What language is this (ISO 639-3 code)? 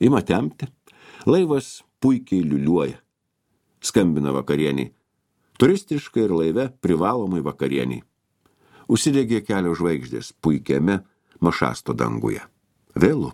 lit